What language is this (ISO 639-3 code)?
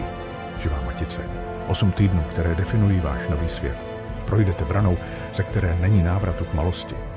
ces